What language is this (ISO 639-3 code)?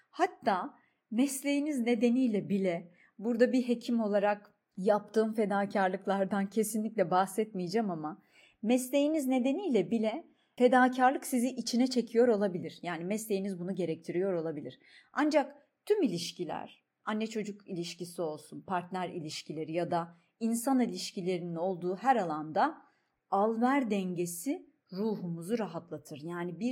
tur